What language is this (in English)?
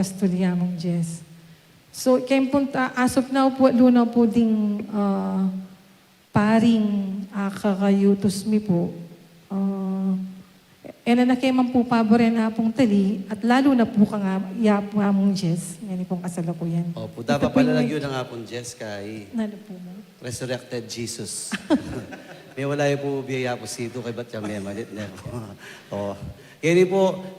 Pampanga